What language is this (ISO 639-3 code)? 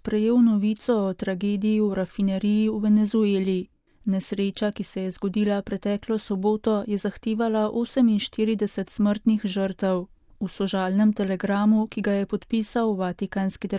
slv